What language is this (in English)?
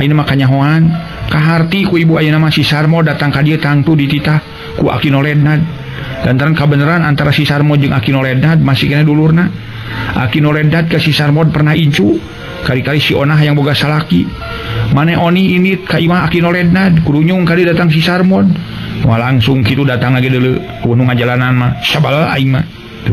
Sundanese